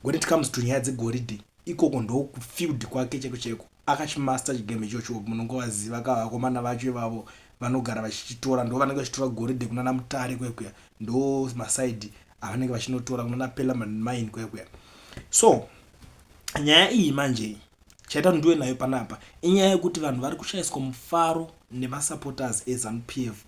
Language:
Shona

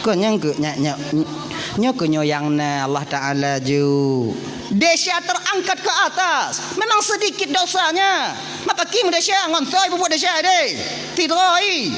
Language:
Achinese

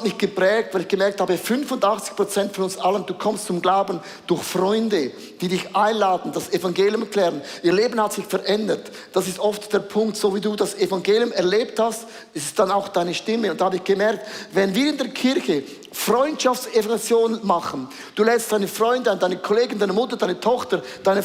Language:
Swiss German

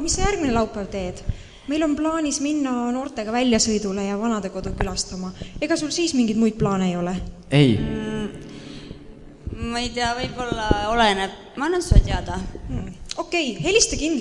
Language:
Estonian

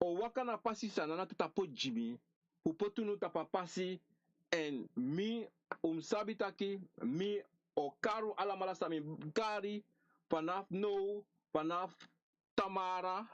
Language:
Sranan Tongo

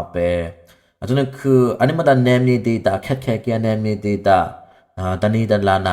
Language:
Dimasa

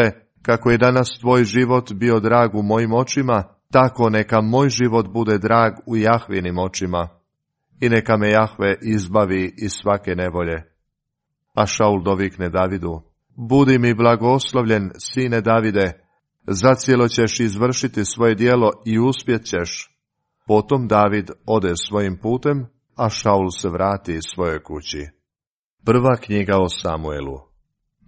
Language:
Croatian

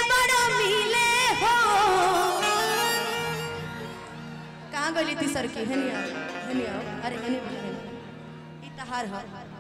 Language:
Bhojpuri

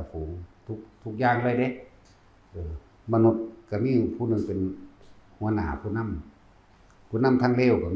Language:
Northeastern Thai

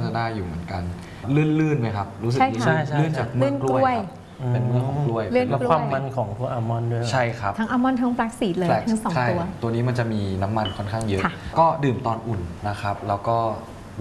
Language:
Thai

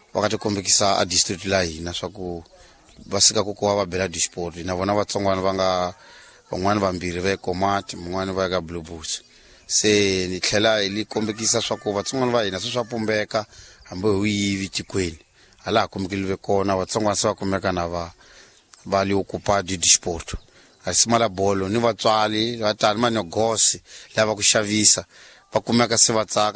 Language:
Tsonga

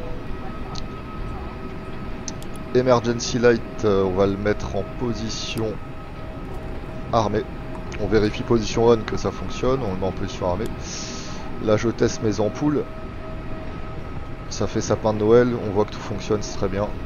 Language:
French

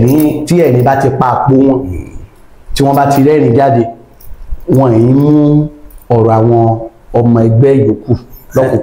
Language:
Yoruba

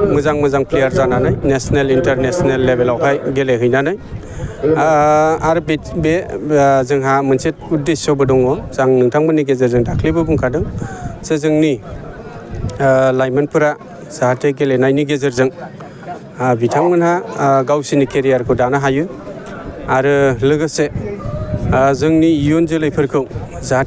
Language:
Bodo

